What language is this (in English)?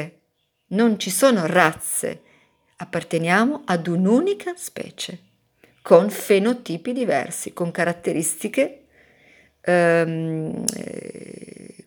Italian